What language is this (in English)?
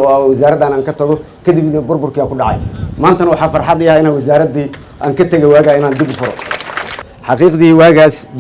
Somali